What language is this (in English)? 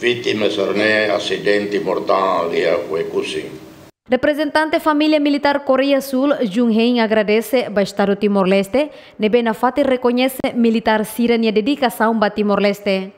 Tetum